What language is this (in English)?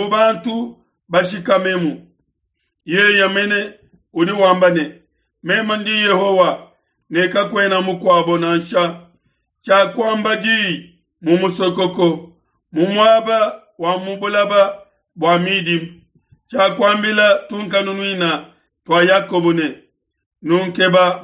Luba-Lulua